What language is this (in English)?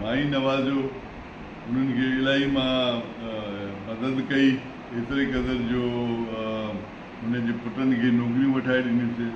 Sindhi